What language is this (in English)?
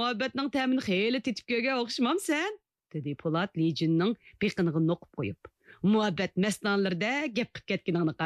Uyghur